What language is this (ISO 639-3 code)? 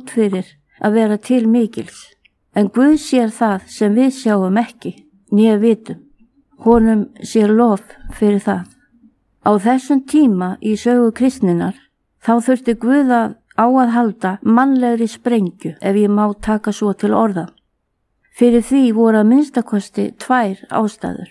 isl